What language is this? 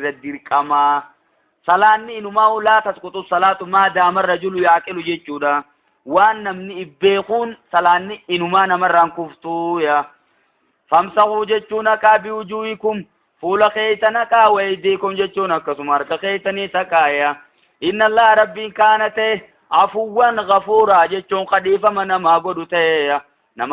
Oromo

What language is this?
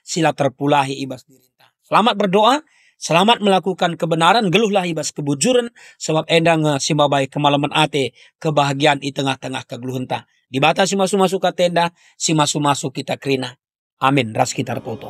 Batak Karo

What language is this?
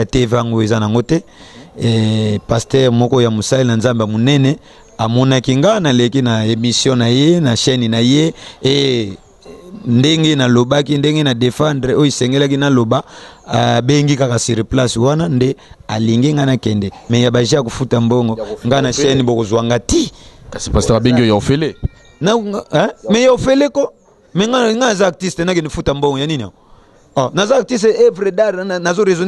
Lingala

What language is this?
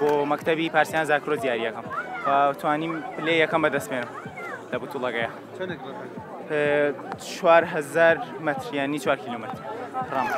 Central Kurdish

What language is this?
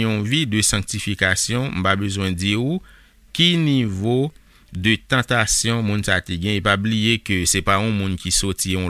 Haitian Creole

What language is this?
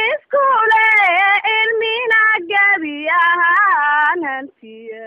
Somali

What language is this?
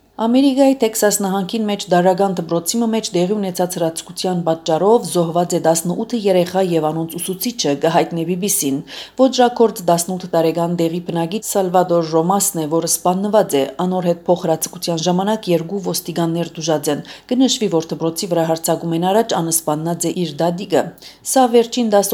Armenian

